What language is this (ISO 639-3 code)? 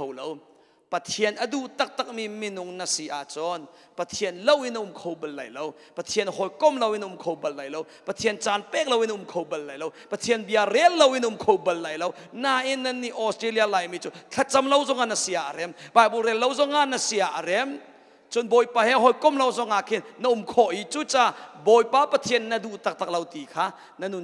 cnh